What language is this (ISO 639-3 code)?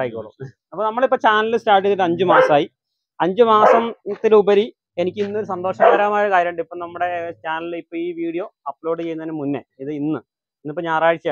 mal